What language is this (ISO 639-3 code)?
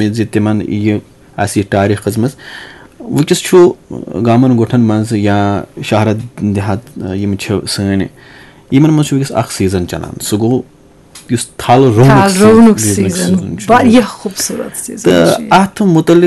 kas